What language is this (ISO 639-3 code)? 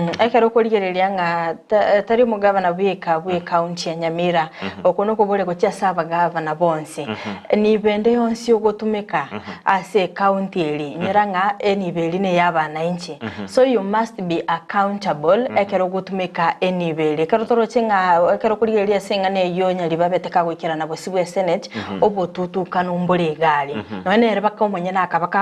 guz